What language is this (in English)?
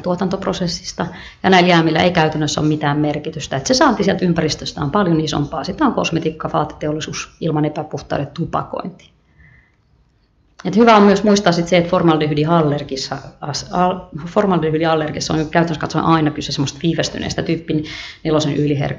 Finnish